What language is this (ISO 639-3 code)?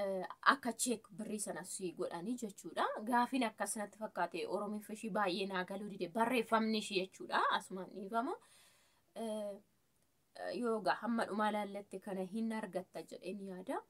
orm